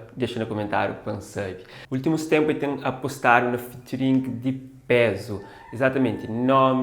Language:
Kabuverdianu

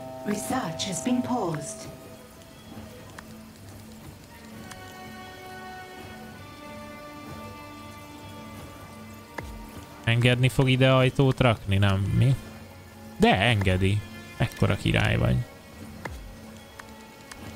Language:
Hungarian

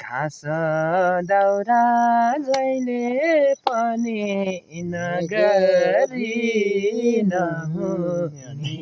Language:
Nepali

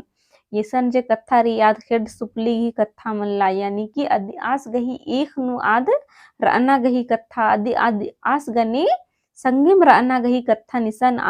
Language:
Kurukh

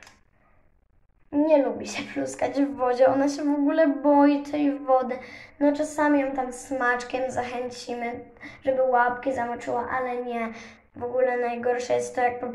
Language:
Polish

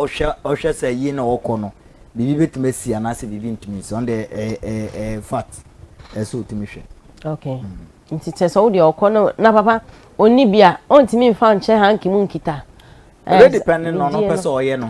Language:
Akan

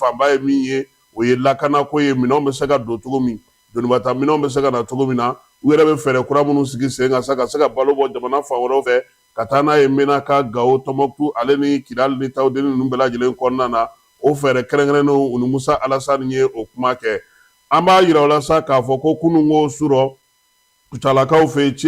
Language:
Bambara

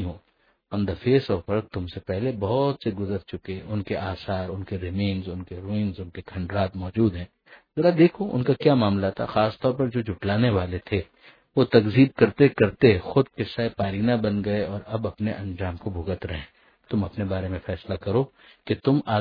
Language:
Urdu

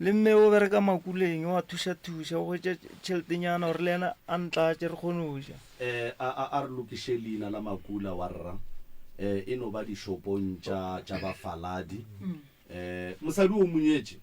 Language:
Northern Sotho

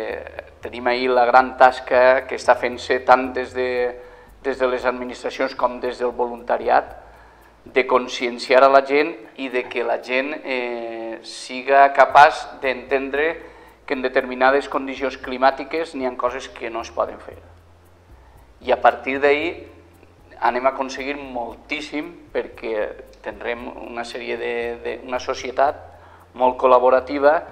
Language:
Catalan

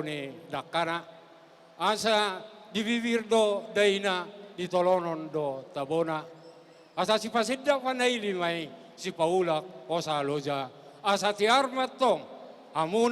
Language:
Batak Toba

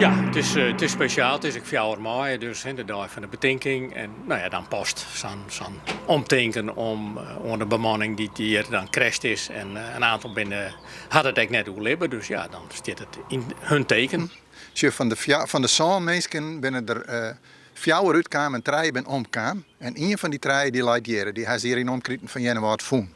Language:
Western Frisian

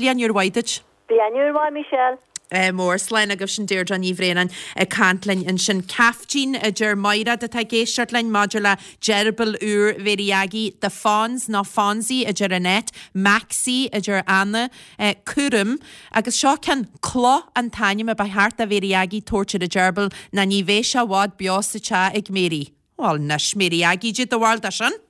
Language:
Irish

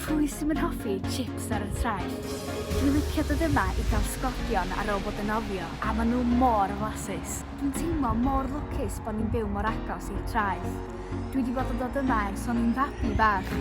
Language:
Welsh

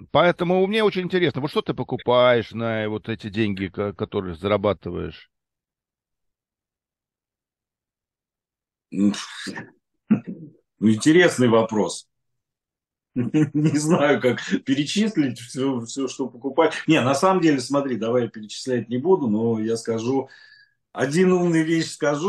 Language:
Russian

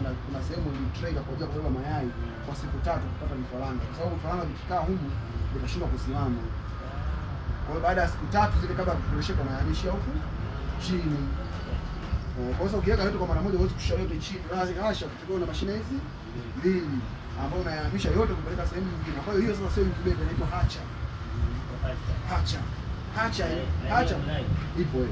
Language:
Swahili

